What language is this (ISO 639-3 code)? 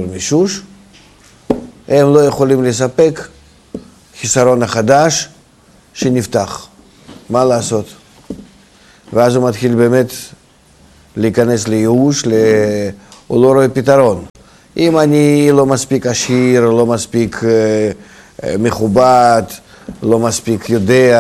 heb